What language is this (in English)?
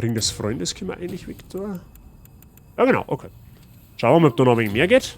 Bavarian